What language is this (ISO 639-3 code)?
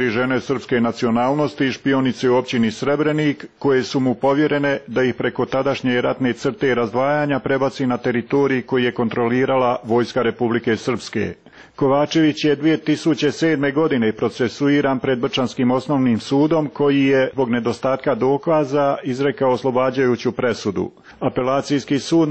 hrv